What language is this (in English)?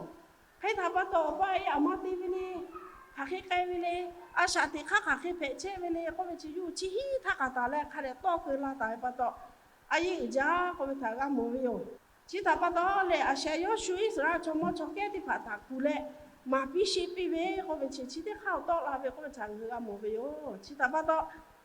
Lahu